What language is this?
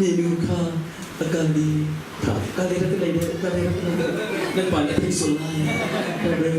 Hakha Chin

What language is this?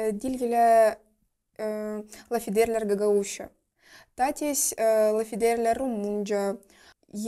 Gagauz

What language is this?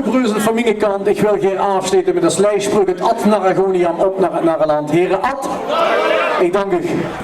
Limburgish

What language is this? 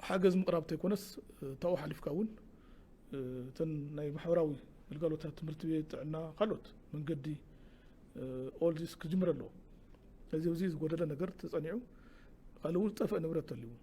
Tigrinya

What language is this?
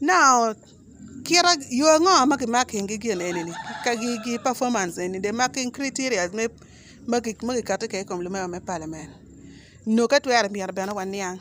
Acoli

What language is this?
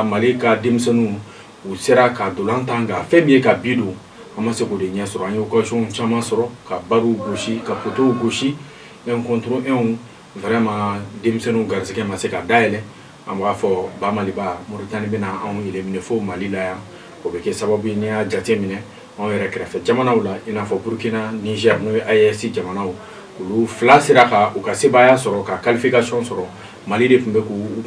Bambara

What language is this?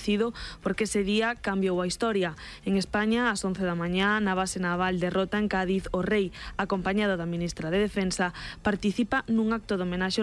Galician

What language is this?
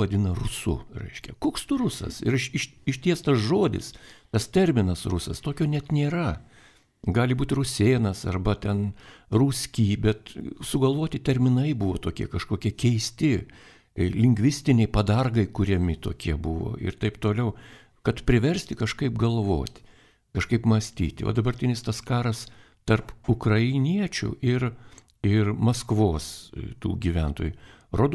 Lithuanian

